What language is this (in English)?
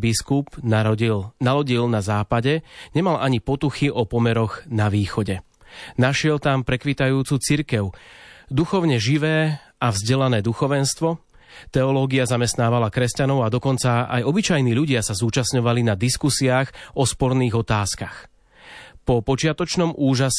Slovak